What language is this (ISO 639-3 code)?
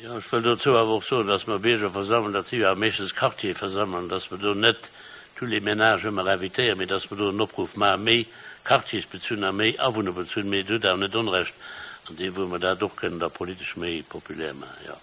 ltz